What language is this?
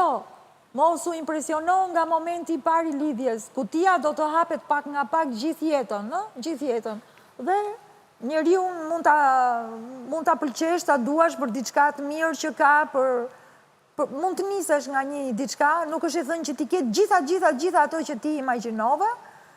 Albanian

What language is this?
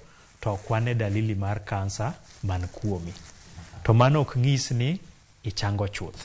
Luo (Kenya and Tanzania)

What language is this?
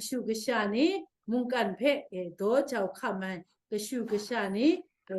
Kachin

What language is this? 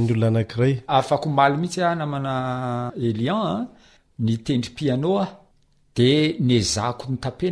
Malagasy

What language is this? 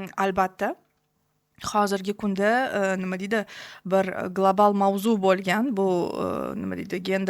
Uzbek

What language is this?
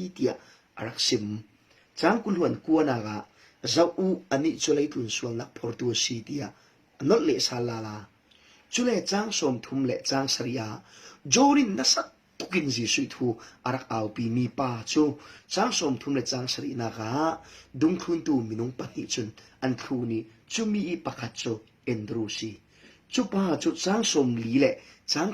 Falam Chin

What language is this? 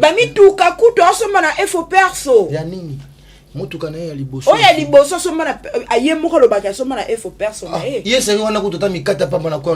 Lingala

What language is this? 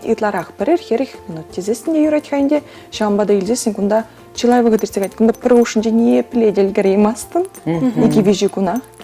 Chuvash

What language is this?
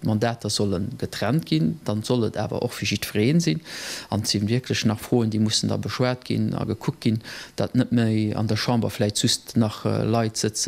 Luxembourgish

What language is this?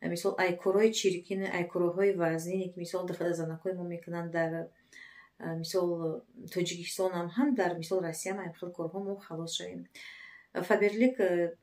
Tajik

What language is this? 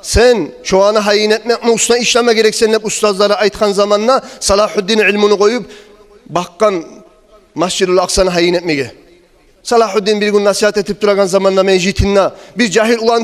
Kumyk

